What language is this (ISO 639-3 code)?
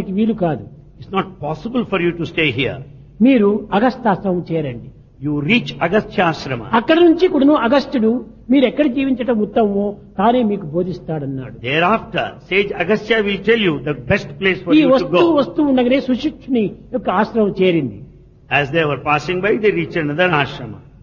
tel